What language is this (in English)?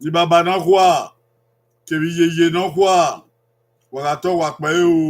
Bini